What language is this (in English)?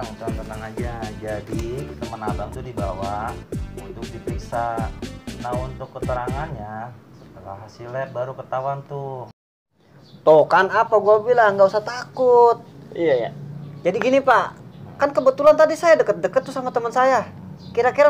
Betawi